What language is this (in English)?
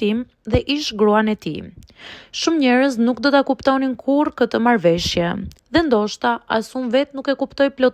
Albanian